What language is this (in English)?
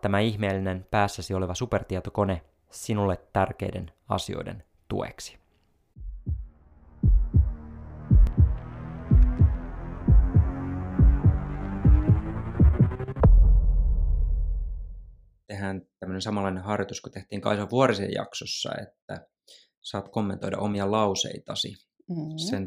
Finnish